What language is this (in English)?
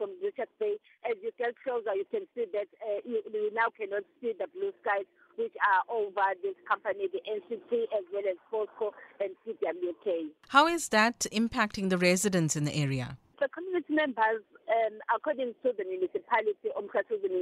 English